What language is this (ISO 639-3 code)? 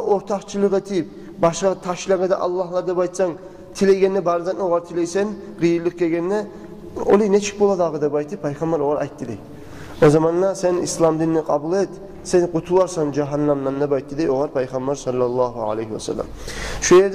kum